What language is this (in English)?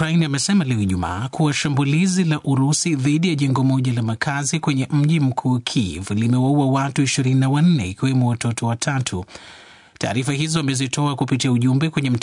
Swahili